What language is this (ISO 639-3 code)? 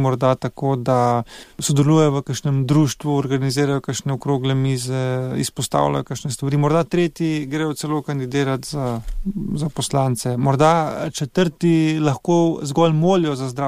slv